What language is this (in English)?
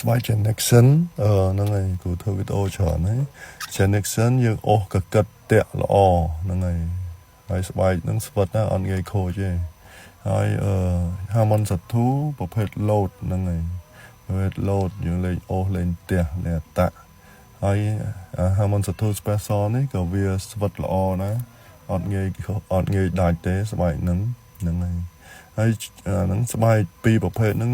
Khmer